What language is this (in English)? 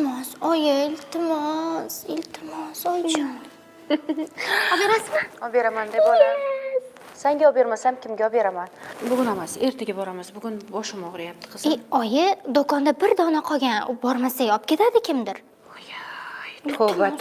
Uzbek